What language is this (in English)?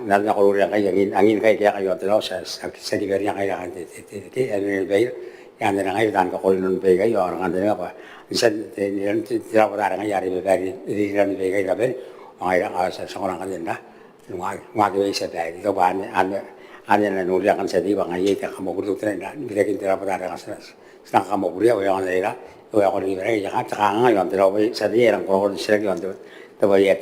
Gilbertese